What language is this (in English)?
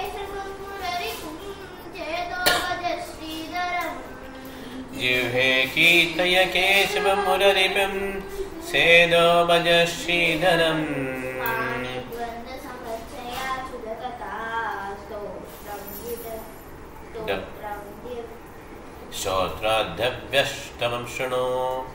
Tamil